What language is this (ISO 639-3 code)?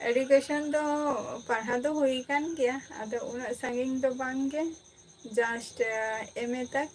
sat